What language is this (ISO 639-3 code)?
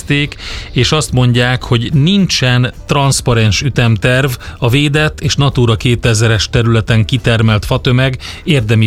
hun